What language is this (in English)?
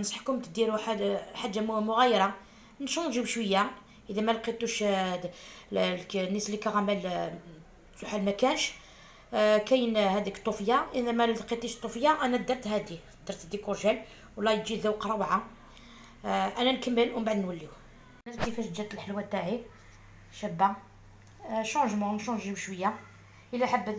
Algerian Arabic